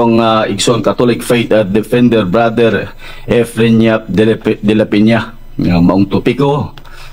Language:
Cebuano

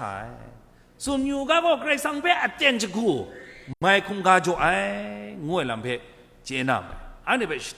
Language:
Kachin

